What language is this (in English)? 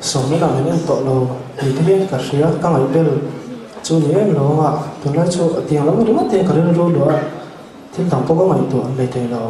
Mizo